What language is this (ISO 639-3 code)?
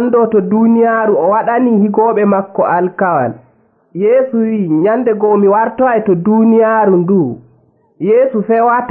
fuv